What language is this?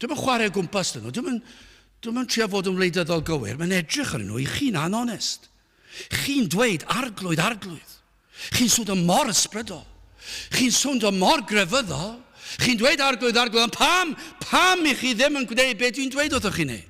Welsh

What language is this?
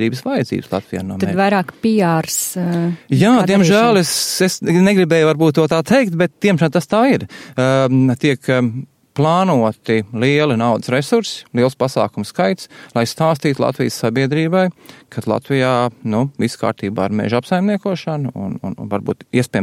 Latvian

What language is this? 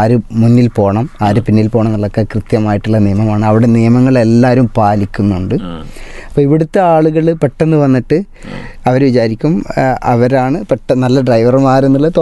Malayalam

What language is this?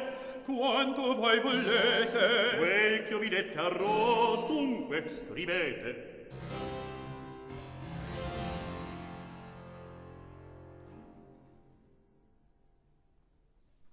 Italian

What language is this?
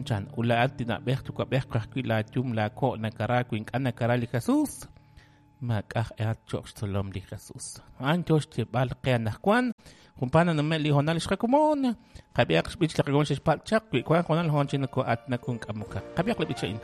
Kekchí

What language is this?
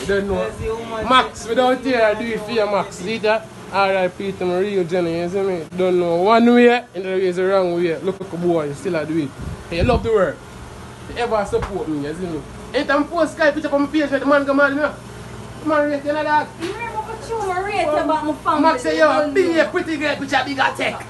Jamaican Creole English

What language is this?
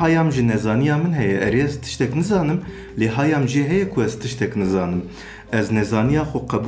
Kurdish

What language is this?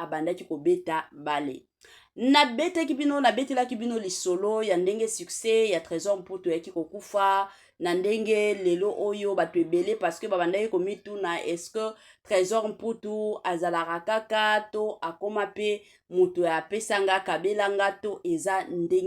Lingala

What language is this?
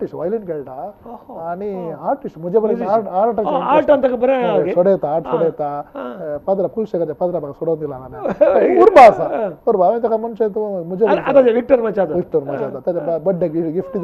Konkani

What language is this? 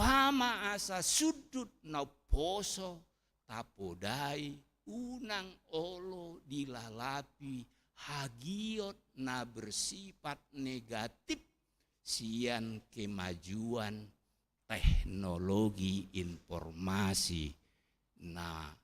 Batak Toba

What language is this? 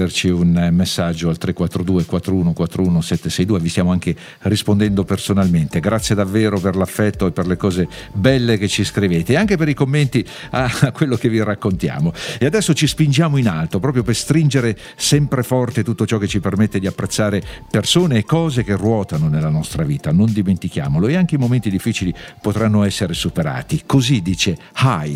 Italian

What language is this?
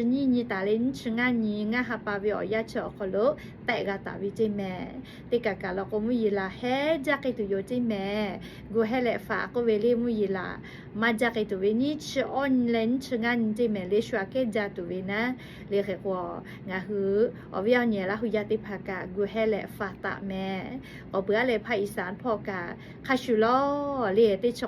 Lahu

